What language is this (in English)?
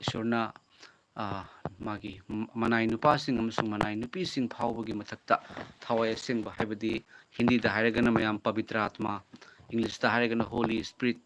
Manipuri